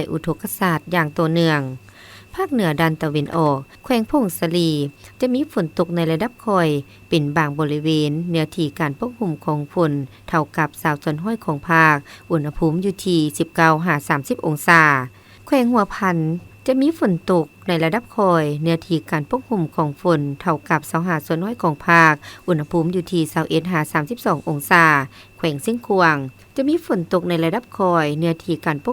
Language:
Lao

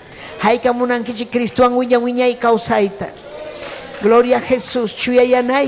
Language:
Ayacucho Quechua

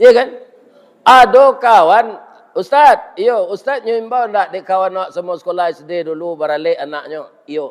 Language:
Minangkabau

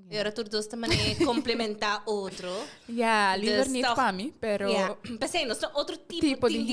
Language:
Papiamento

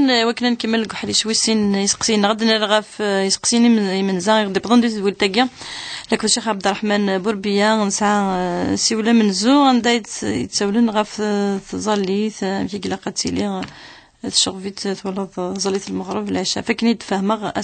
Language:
Kabyle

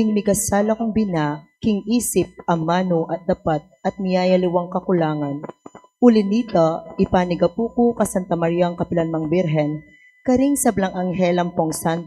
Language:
Pampanga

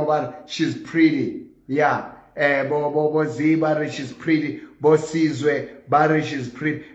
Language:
Southern Sotho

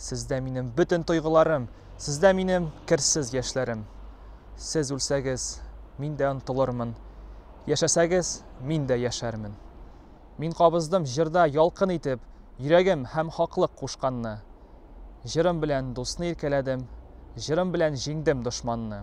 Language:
Tatar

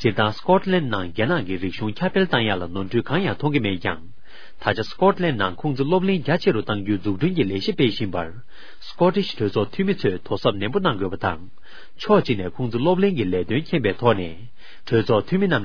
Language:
Tibetan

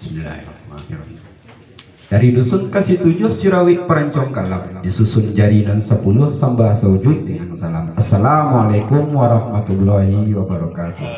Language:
Minangkabau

